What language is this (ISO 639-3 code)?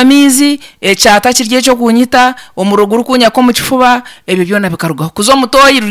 nyn